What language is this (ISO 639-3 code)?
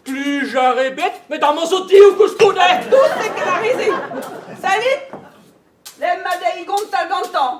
bre